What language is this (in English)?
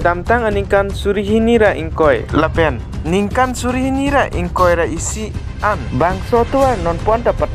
Karbi